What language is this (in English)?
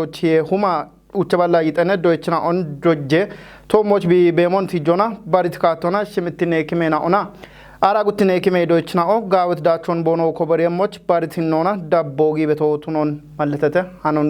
Kafa